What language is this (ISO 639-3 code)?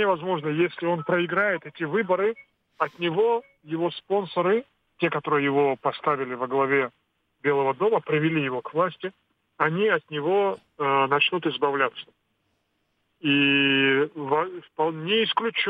rus